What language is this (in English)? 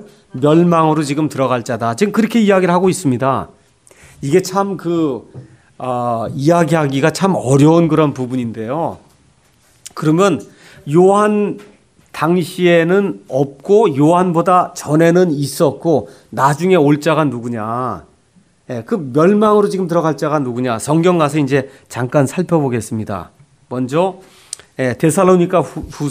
Korean